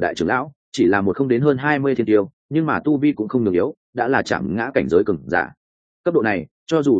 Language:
Vietnamese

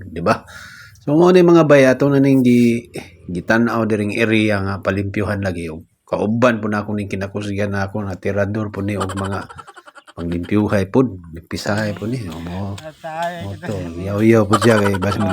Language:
Cebuano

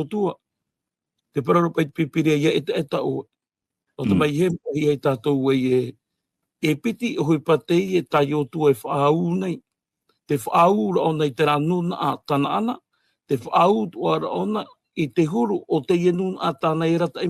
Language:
Tahitian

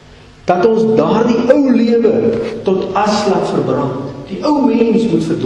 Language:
Afrikaans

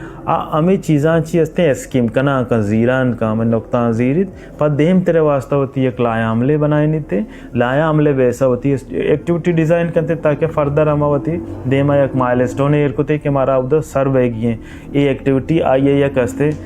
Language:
Baluchi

